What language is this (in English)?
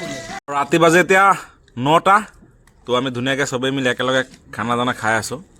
Assamese